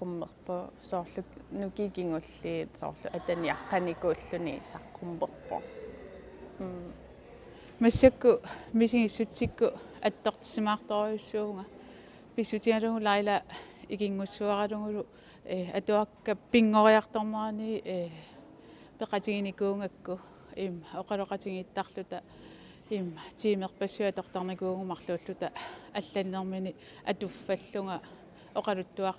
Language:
Kalaallisut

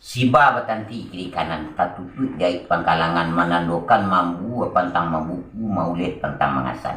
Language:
Minangkabau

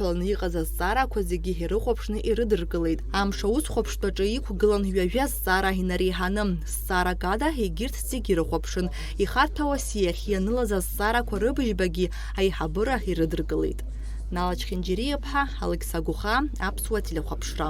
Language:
Abkhazian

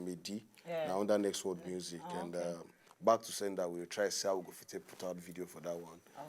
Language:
Nigerian Pidgin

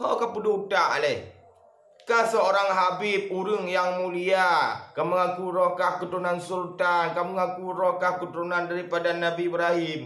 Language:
Achinese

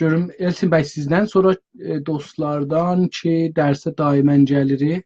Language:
South Azerbaijani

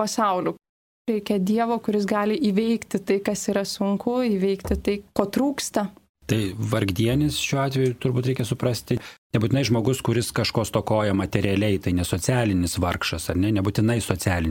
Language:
Lithuanian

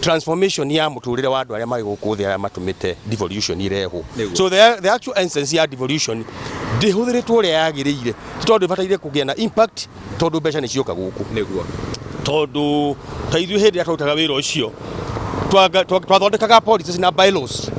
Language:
Kikuyu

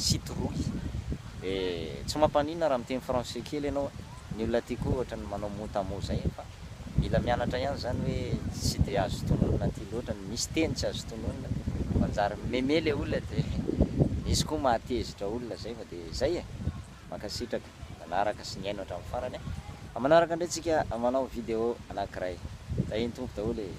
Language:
Malagasy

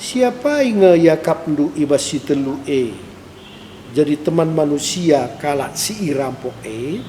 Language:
Batak Karo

